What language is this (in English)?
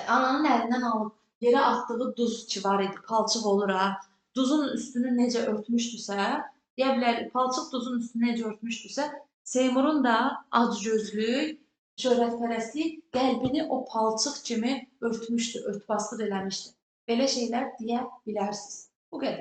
Azerbaijani